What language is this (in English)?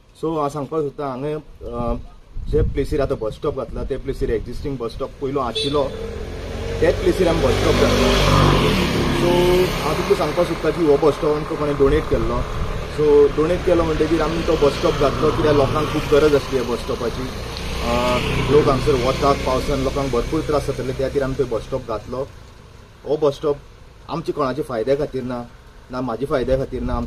Konkani